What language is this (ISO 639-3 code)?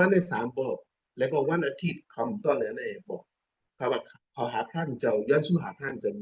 shn